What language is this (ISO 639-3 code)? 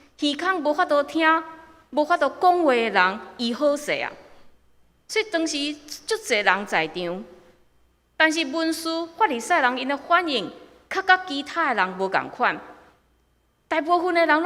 nan